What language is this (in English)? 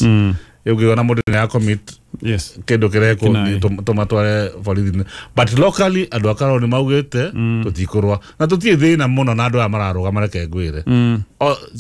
Kikuyu